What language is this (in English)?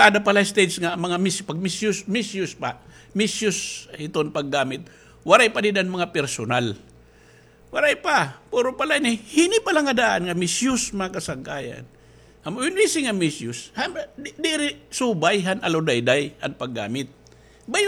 Waray